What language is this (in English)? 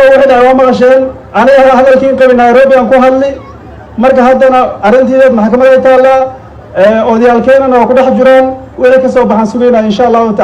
Somali